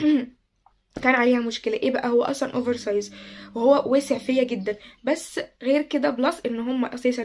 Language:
Egyptian Arabic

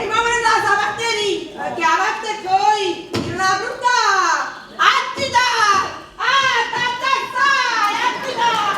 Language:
Neapolitan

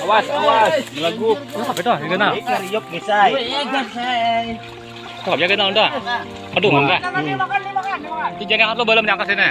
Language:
Banjar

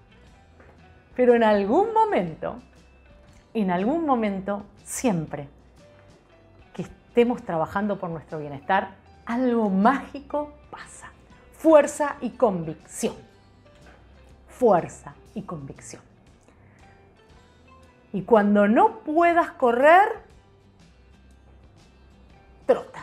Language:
Spanish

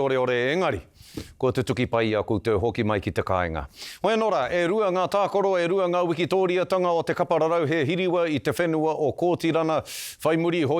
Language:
Māori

